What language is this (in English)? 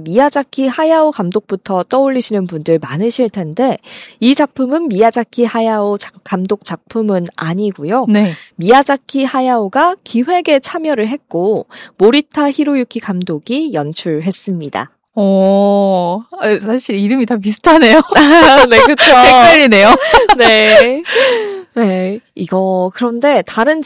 Korean